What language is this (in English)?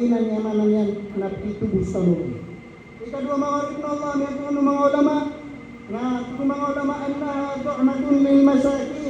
Maranao